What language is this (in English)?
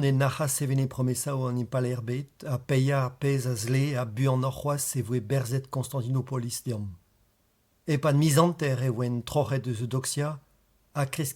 Breton